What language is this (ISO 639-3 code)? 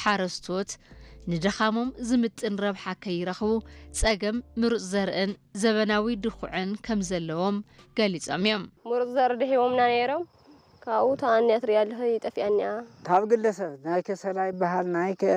tir